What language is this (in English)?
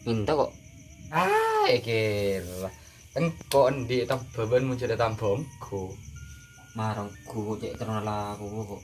Madurese